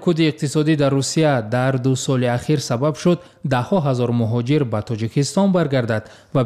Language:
Tajik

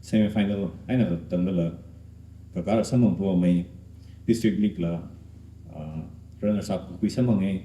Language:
Tangkhul Naga (India)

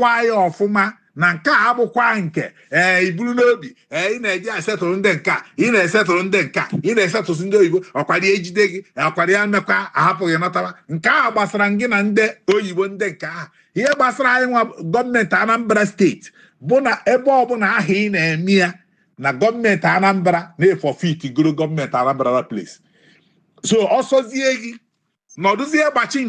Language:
Igbo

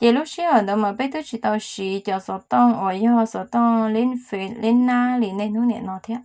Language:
Hmong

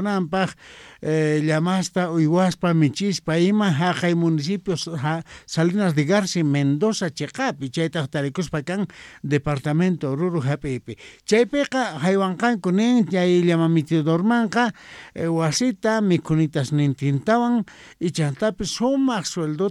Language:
South Bolivian Quechua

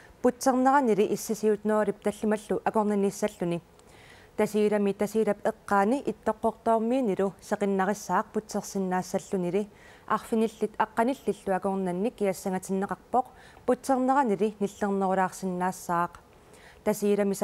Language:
Kalaallisut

